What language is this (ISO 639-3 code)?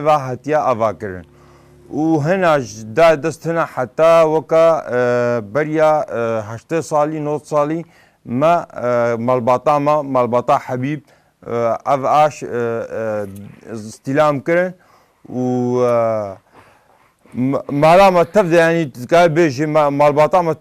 kur